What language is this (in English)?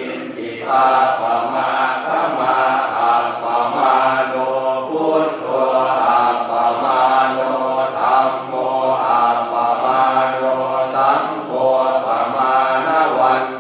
Pali